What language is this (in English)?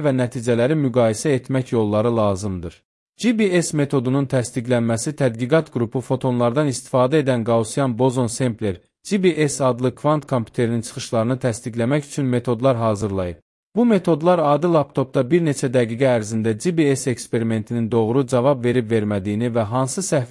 Azerbaijani